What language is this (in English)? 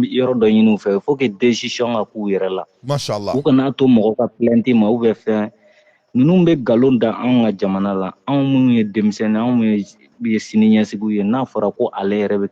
Bambara